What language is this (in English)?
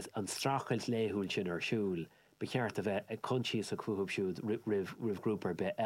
Irish